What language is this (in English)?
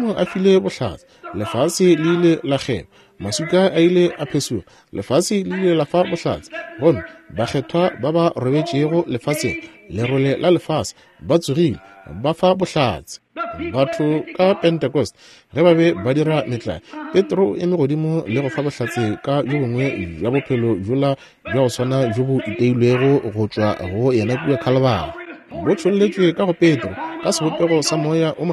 Northern Sotho